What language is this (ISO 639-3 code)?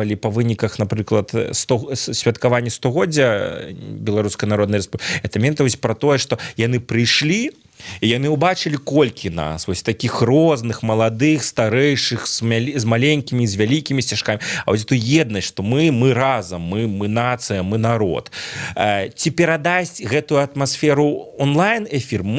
bel